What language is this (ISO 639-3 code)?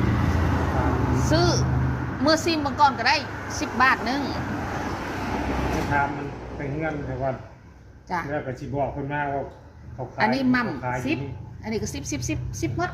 lao